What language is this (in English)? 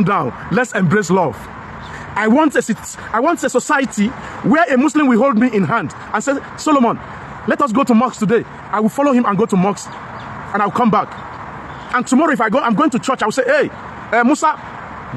Nigerian Pidgin